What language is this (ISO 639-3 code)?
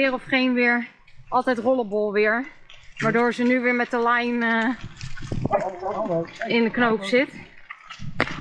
nld